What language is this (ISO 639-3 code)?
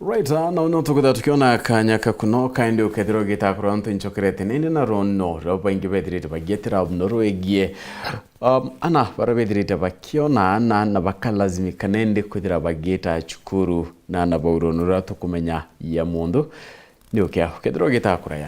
mer